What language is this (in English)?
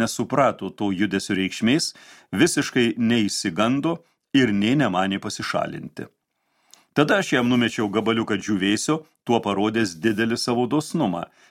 Lithuanian